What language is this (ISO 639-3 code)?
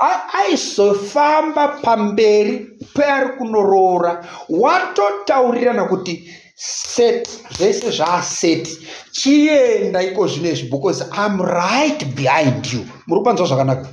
sna